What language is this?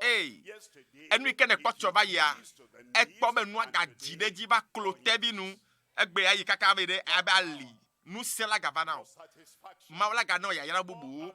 Ewe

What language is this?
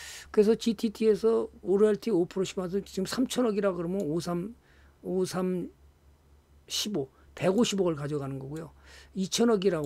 Korean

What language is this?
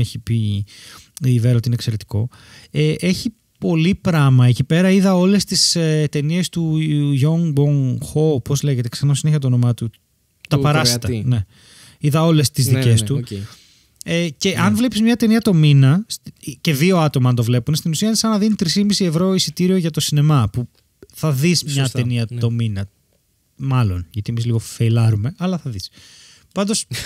Greek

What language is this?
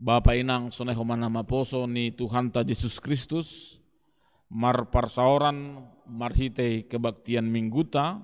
Batak Simalungun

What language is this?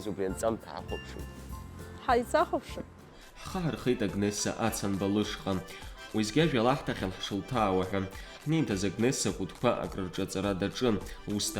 Abkhazian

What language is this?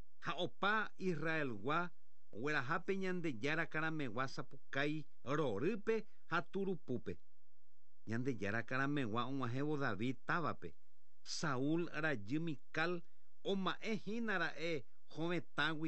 Guarani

